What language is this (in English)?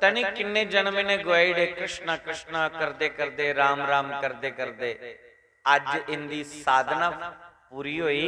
Dogri